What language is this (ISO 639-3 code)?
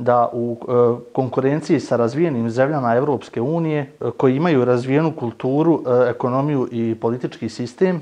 bos